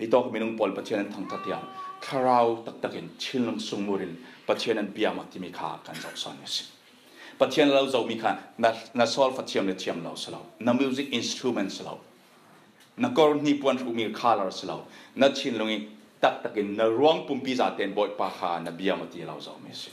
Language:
Falam Chin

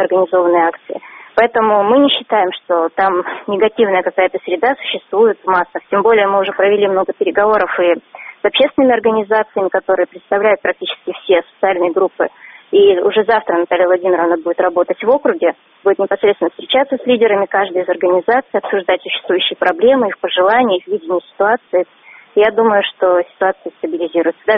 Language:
Russian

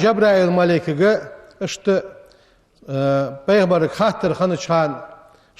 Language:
Ingush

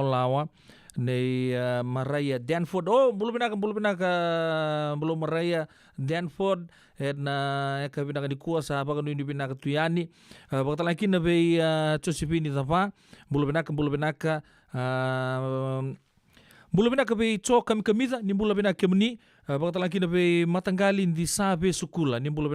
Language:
Fijian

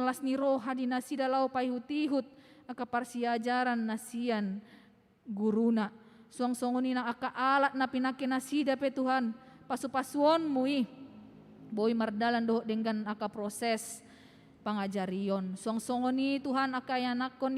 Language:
Batak Toba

